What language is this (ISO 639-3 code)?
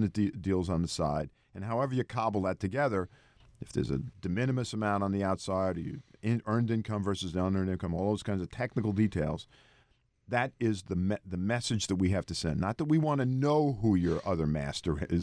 eng